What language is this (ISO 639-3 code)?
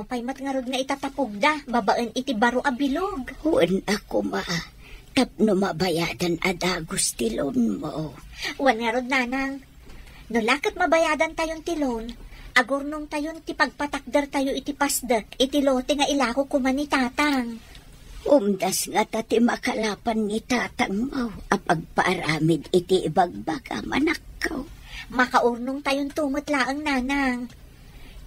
ilo